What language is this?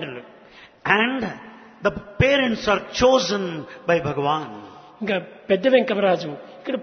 Telugu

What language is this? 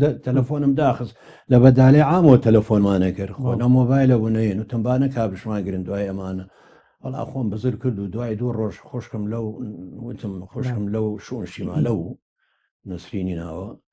Central Kurdish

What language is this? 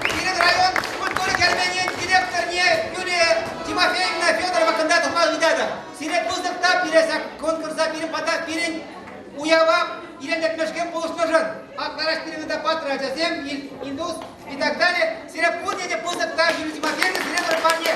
Chuvash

